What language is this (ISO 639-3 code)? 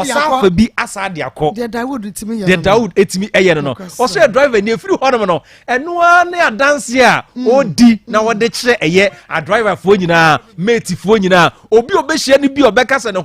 aka